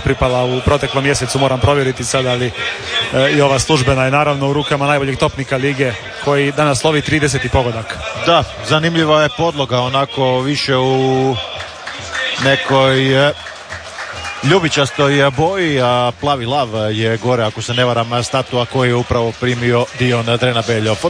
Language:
Croatian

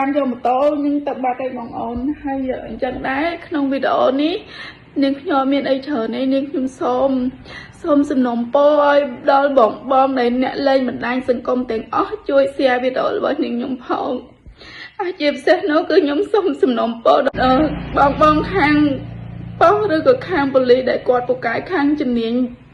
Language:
Khmer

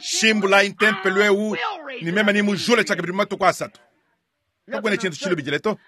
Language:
Luba-Lulua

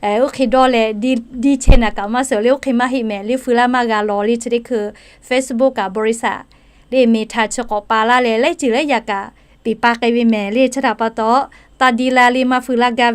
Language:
Lahu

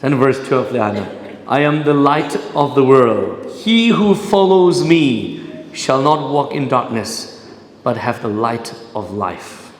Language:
Tangkhul Naga (India)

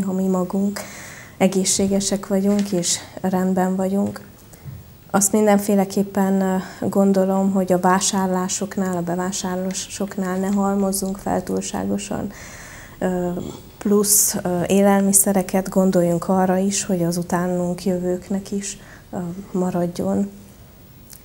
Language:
Hungarian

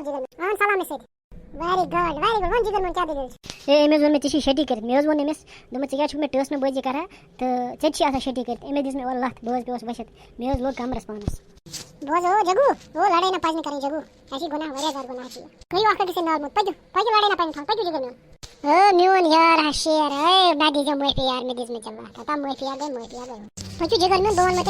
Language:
Kashmiri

